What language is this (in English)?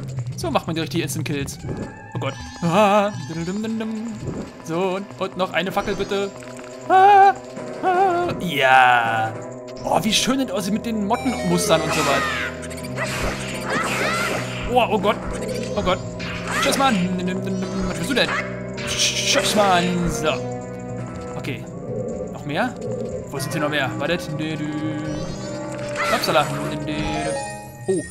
German